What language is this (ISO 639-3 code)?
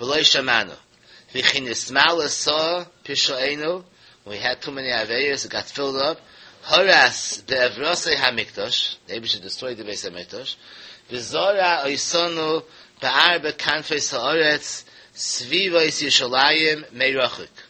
yid